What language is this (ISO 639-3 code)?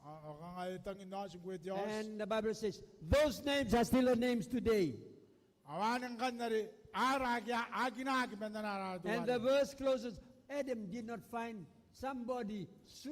gil